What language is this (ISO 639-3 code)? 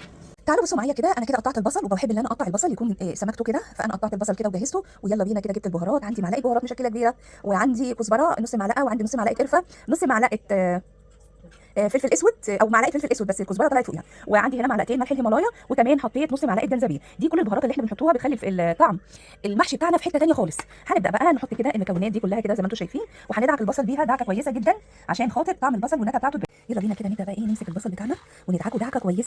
arz